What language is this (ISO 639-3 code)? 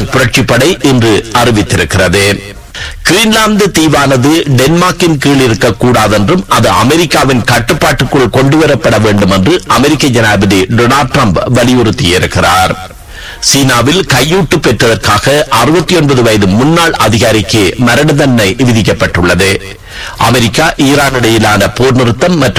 tam